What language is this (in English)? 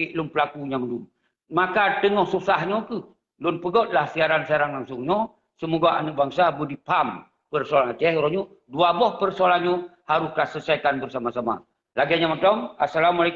Achinese